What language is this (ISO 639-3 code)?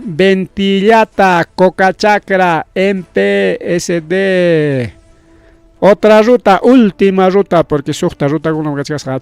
quy